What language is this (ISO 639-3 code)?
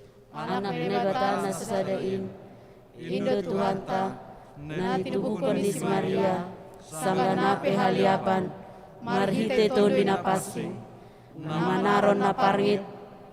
bts